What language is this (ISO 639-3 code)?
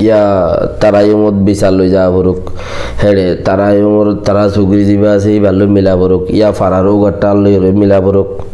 rhg